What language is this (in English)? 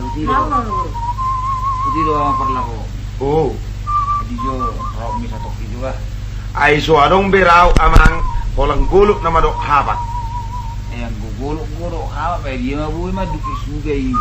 Batak Toba